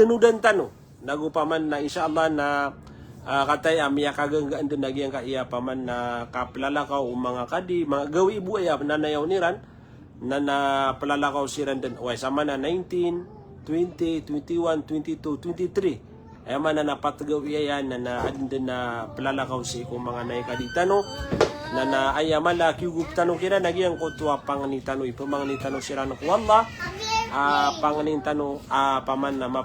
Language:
Maranao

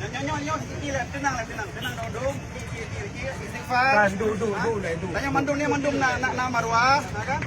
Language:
Achinese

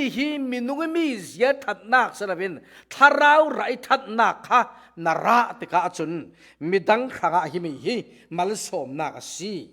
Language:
Falam Chin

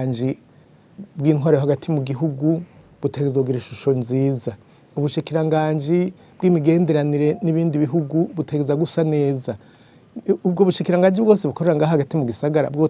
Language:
Rundi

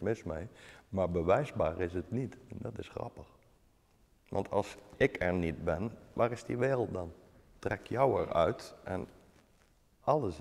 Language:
Dutch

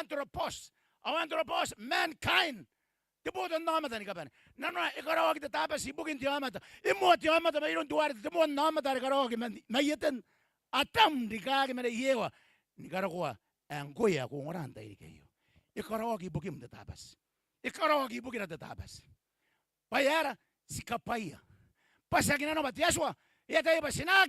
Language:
Gilbertese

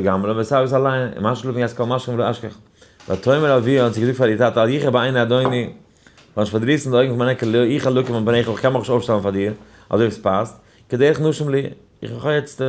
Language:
Yiddish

